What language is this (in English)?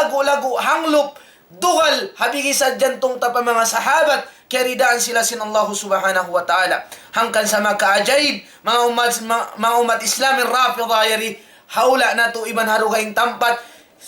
Tausug